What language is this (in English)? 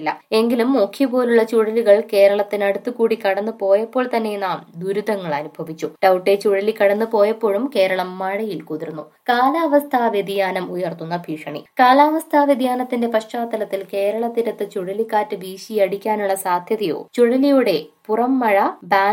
Malayalam